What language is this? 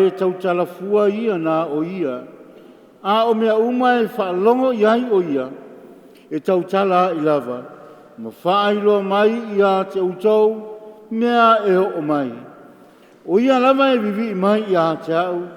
Samoan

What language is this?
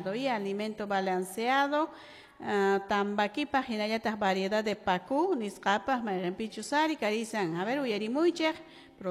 Quechua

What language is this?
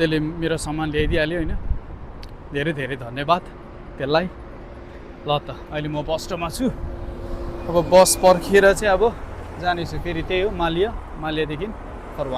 Nepali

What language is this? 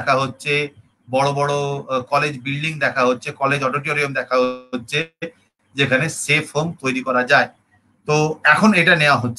Bangla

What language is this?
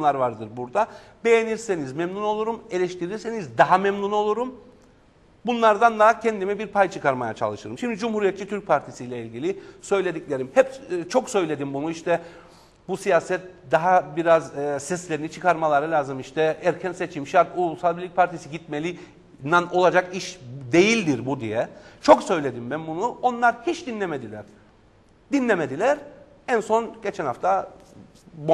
Turkish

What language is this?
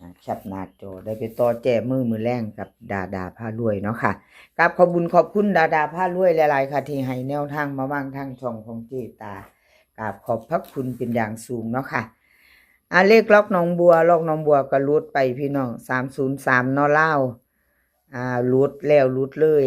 Northeastern Thai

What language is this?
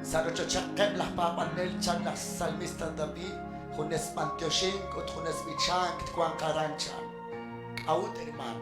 Kekchí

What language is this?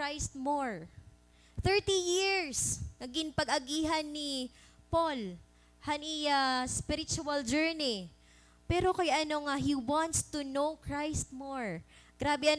Waray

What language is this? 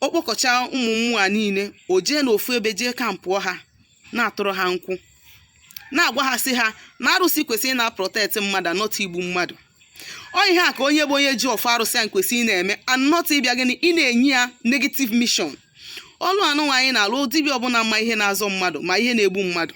Igbo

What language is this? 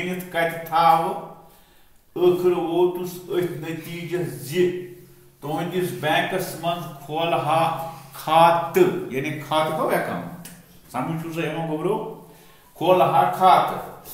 Kashmiri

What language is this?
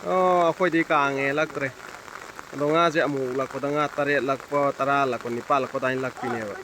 Manipuri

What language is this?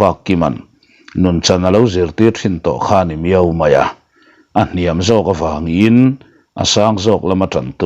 Mizo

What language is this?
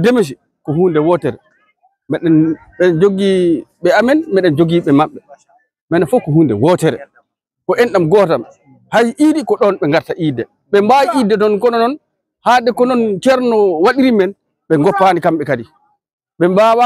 Fula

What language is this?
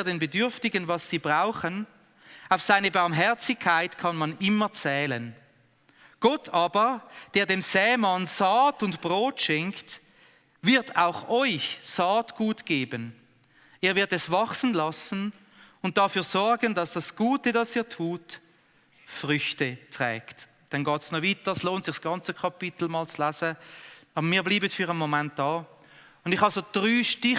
Swiss German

